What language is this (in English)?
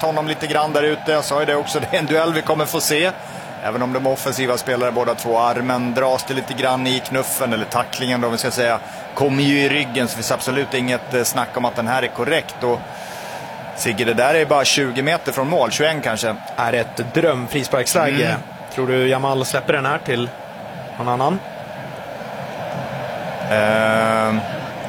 Swedish